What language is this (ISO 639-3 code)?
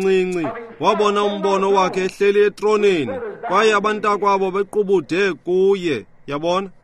xho